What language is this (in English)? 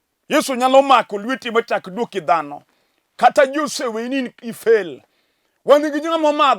Luo (Kenya and Tanzania)